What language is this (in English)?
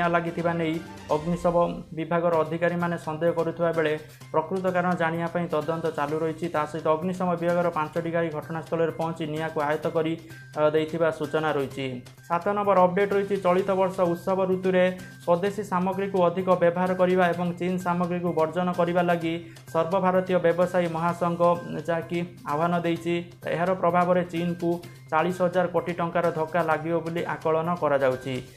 Odia